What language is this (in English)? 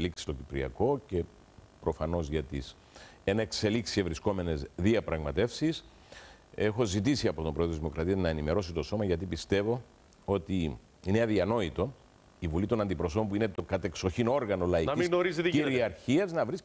Greek